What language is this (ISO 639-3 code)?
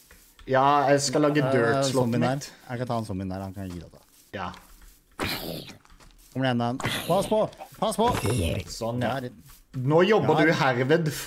nor